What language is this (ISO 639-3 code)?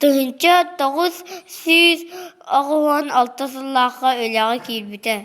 sah